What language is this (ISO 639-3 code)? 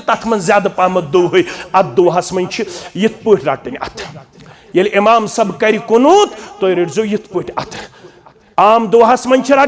kas